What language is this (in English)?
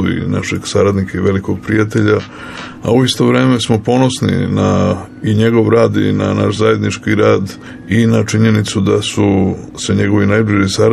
Serbian